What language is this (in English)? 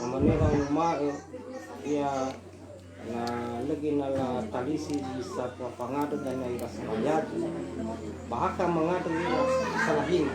Nias